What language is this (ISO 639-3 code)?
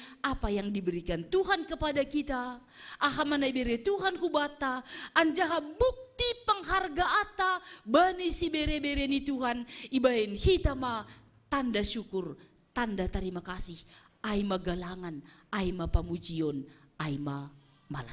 bts